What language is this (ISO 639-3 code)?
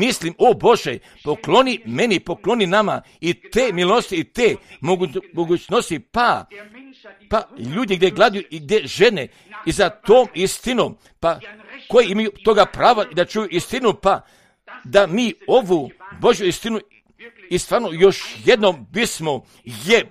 hrv